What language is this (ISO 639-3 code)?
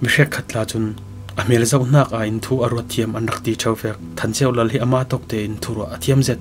cfm